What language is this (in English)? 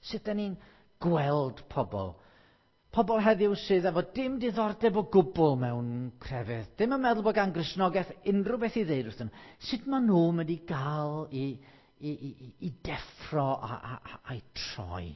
Welsh